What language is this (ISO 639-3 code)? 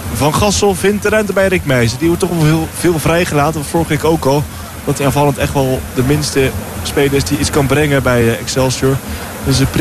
nld